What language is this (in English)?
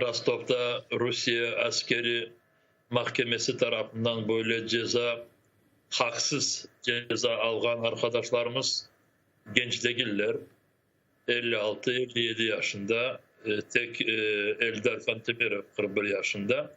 Crimean Tatar